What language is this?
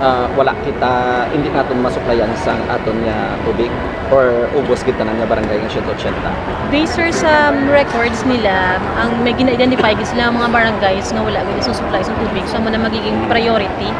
Hiligaynon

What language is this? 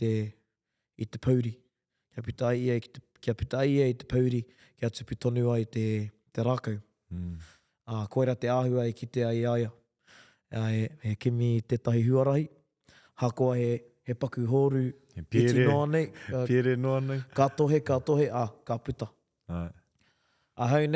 Māori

